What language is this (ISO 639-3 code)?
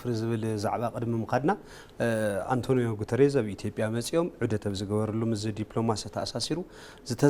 tir